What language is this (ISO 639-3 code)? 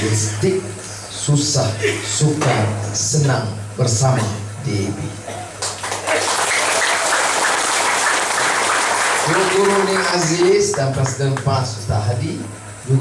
msa